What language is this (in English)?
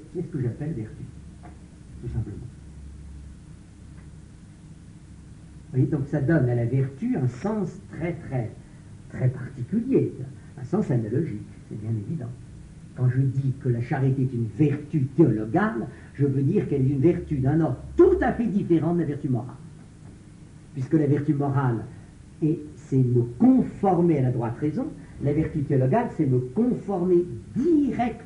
French